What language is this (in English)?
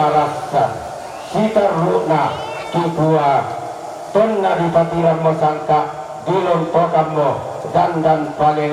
Toraja-Sa'dan